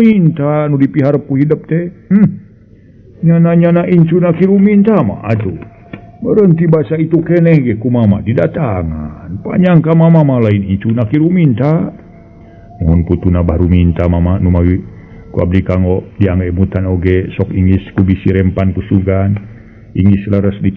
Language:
Sundanese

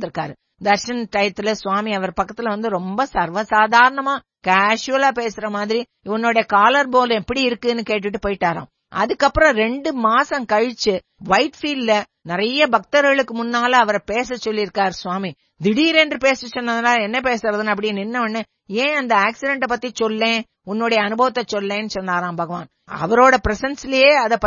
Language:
Tamil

